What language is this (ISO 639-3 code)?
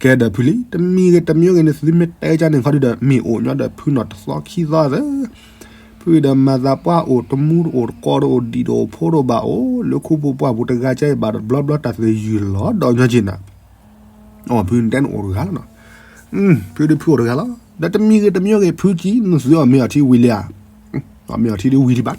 ksw